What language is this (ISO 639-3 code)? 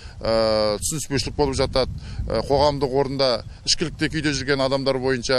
kaz